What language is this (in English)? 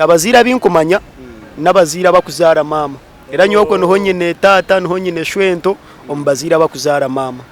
Nyankole